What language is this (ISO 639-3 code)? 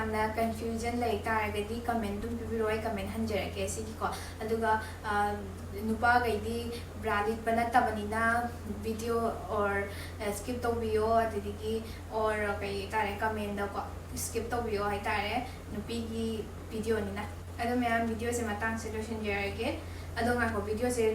mni